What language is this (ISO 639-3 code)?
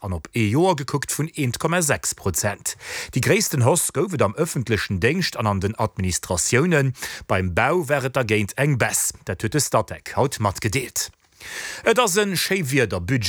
ltz